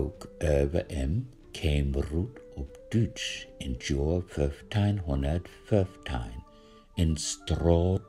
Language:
Low German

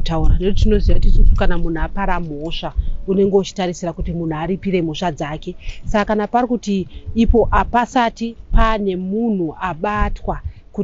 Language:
Shona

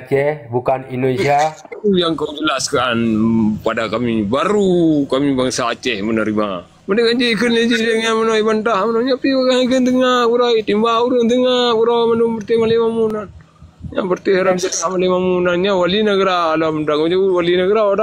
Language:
Achinese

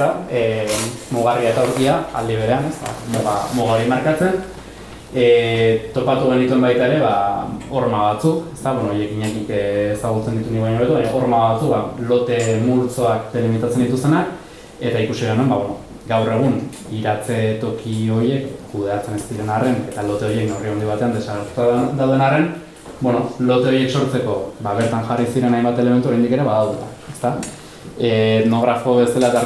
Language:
Basque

